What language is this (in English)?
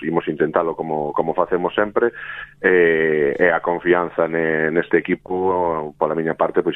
Galician